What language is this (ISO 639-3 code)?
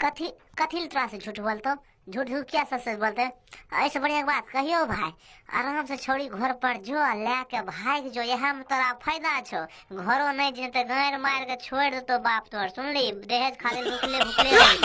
mai